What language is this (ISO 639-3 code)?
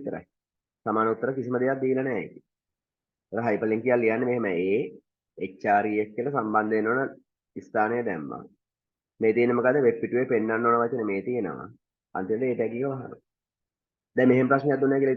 sin